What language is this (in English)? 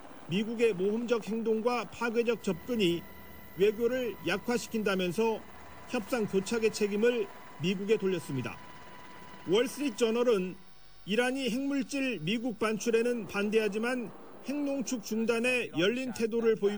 Korean